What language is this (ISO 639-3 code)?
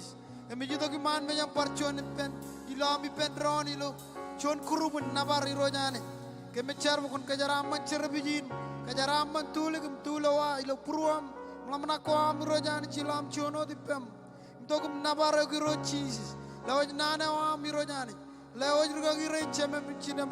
mah